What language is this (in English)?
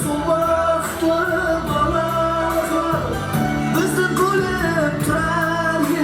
Kara-Kalpak